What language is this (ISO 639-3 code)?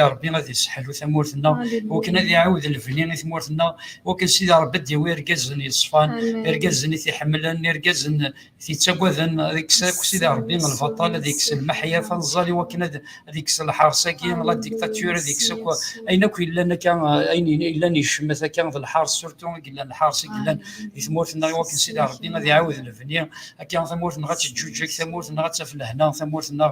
kab